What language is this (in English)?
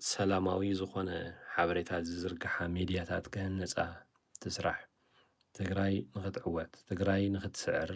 Tigrinya